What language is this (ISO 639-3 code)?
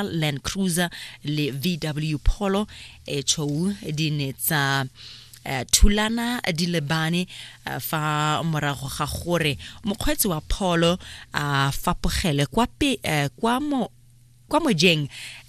tsn